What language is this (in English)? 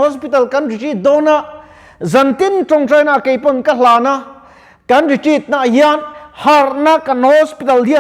Mizo